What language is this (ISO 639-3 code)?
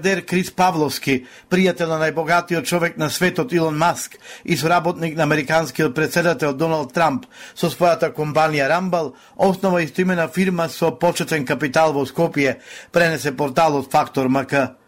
mkd